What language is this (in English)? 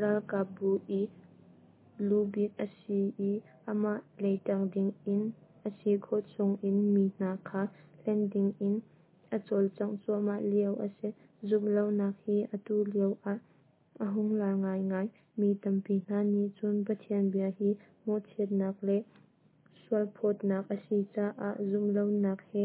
Hakha Chin